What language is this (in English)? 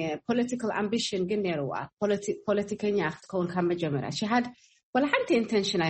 Tigrinya